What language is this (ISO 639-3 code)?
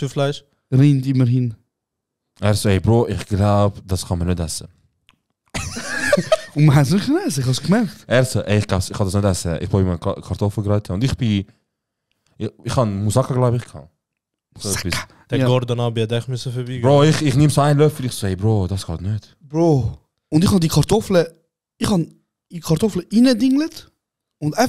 gsw